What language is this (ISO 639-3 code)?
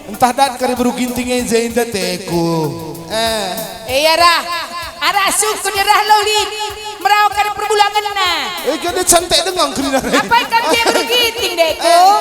btx